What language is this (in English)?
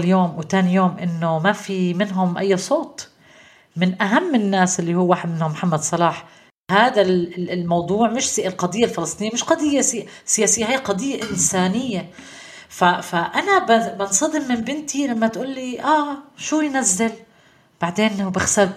North Levantine Arabic